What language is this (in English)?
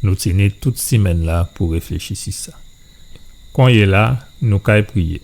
Guadeloupean Creole French